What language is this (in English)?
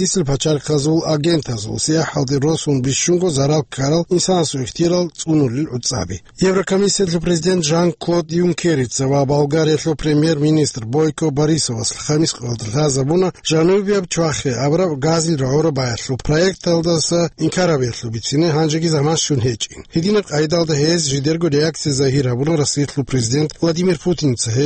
Avaric